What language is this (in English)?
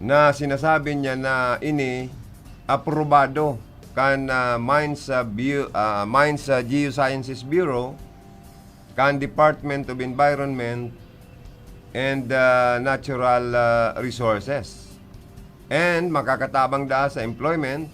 Bikol